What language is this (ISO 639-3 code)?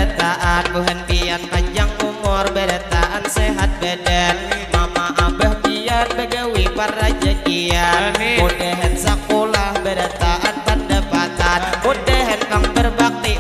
bjn